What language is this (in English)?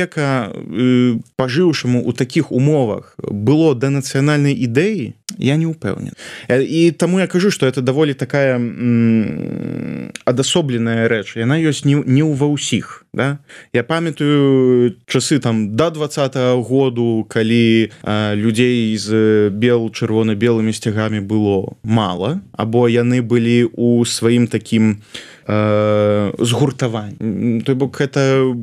Belarusian